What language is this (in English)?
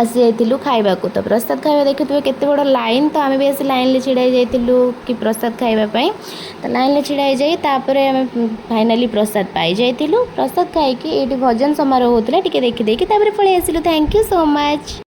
Odia